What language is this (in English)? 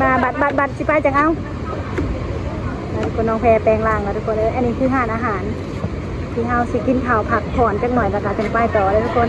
Lao